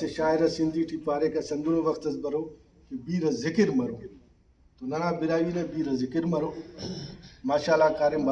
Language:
Brahui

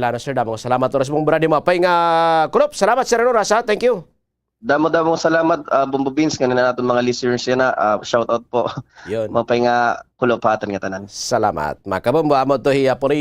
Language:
Waray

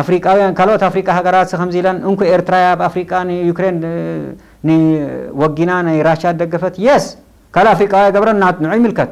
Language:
Tigrinya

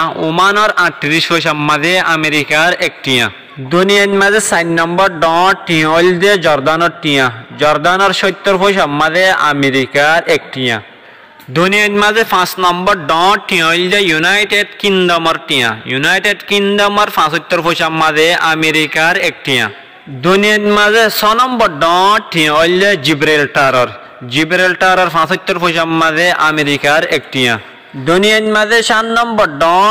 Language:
Rohingya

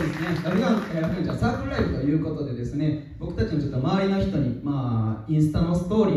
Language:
Japanese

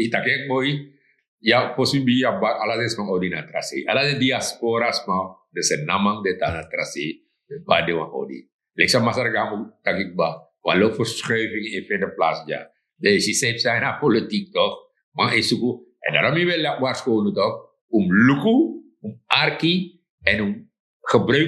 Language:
Sranan Tongo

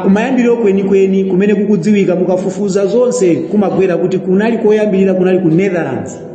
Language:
Nyanja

